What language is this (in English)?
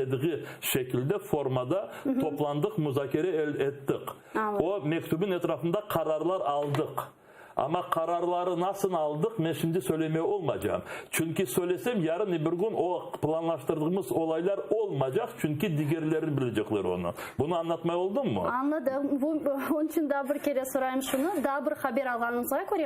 Crimean Tatar